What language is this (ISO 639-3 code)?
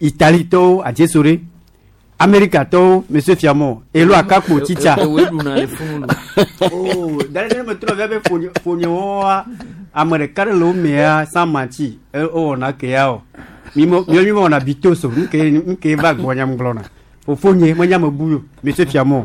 gej